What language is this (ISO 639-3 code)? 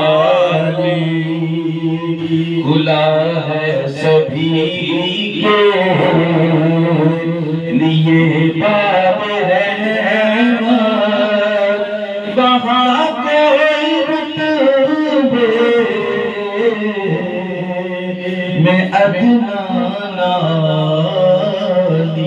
urd